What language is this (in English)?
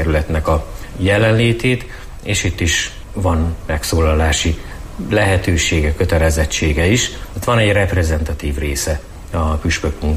Hungarian